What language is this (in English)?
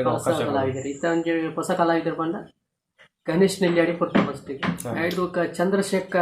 Tulu